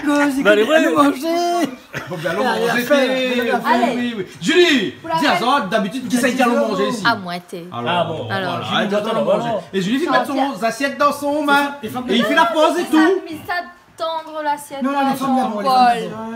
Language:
Réunion Creole French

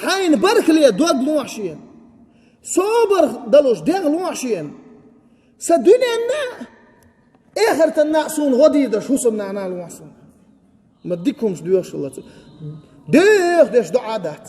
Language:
Chechen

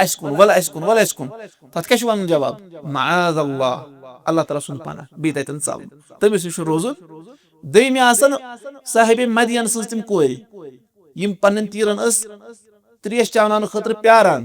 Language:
Kashmiri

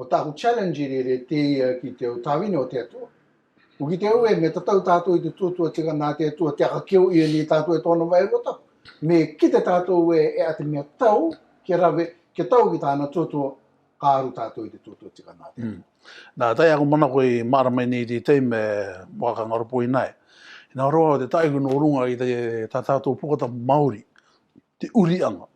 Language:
Rarotongan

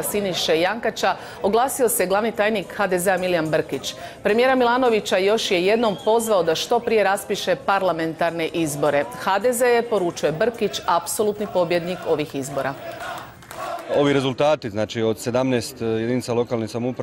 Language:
Croatian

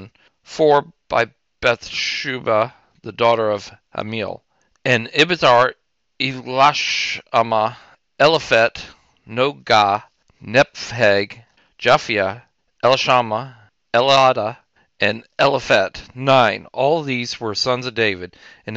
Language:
English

